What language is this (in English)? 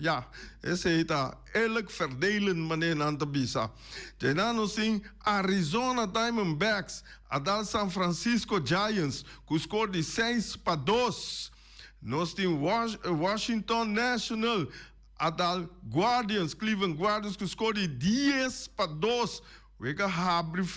Papiamento